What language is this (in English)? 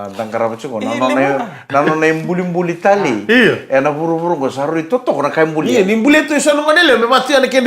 Fijian